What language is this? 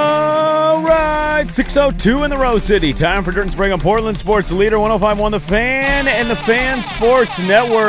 English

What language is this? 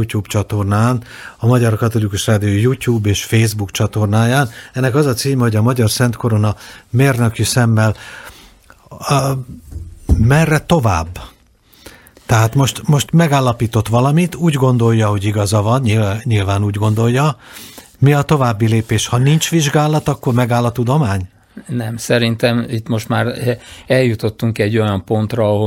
Hungarian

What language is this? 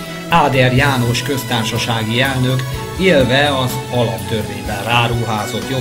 Hungarian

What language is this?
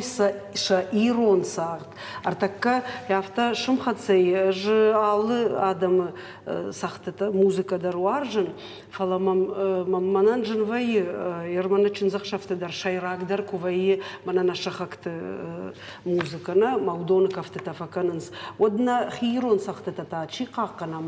Ossetic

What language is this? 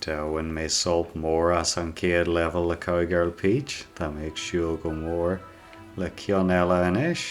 Irish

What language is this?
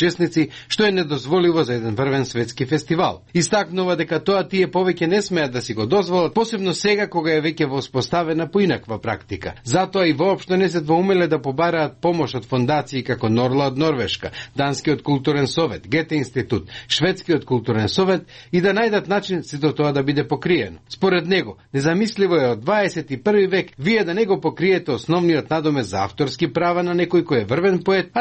Macedonian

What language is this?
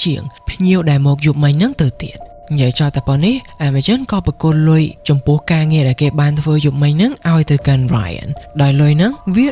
Khmer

